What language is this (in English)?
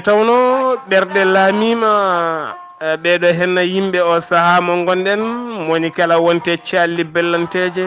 Fula